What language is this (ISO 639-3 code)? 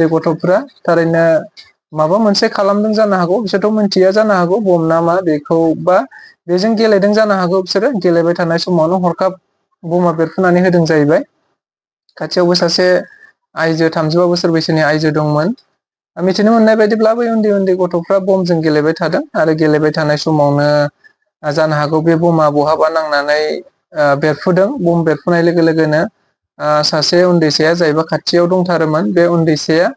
brx